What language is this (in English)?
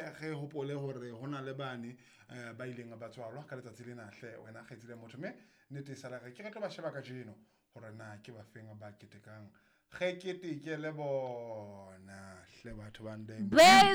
Southern Sotho